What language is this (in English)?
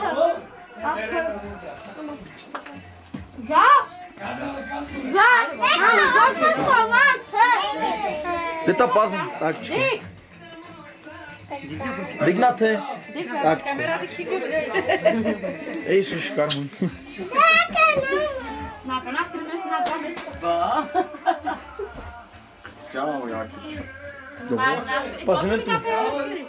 Bulgarian